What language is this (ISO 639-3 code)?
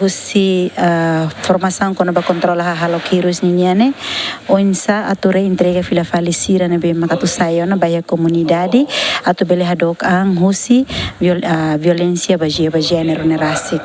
tet